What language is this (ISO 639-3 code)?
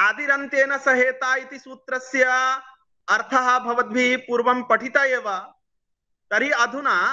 san